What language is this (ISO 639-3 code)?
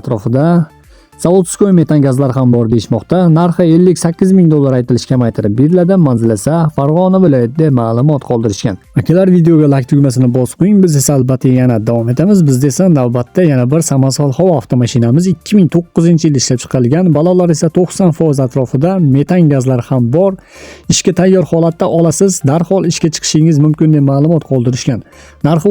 uzb